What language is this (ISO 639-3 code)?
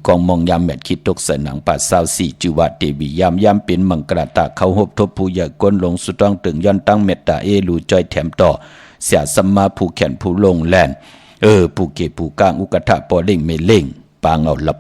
shn